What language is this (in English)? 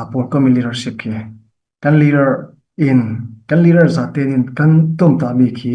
Falam Chin